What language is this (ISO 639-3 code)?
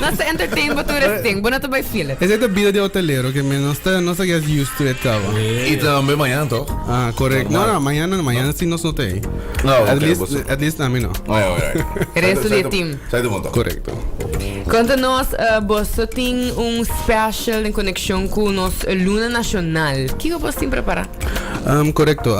pap